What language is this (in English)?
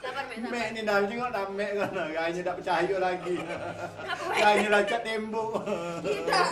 Musi